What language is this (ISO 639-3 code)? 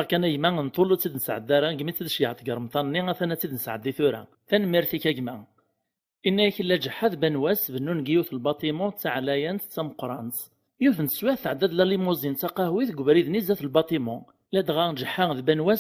kab